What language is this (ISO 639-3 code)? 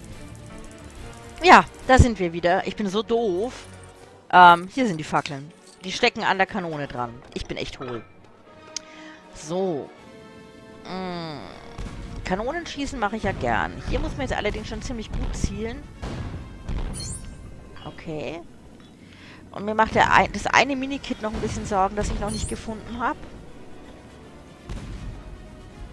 deu